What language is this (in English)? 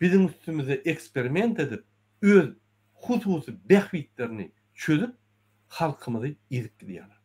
Turkmen